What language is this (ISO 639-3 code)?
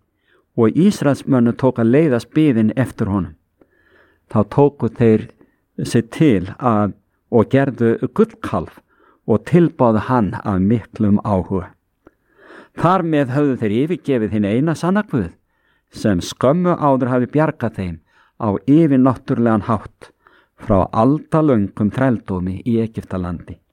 isl